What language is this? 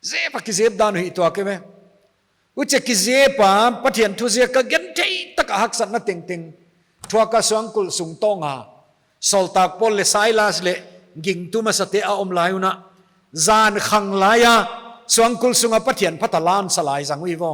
Paite Chin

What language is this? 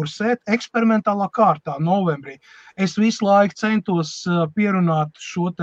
Latvian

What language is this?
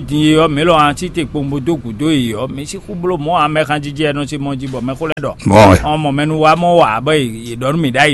Fon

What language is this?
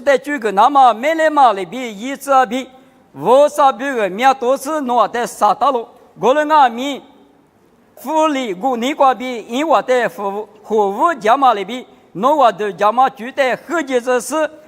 Lisu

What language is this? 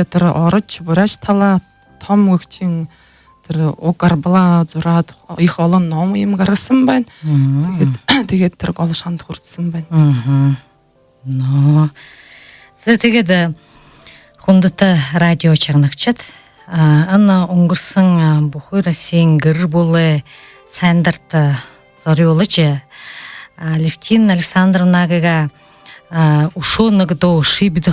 Buriat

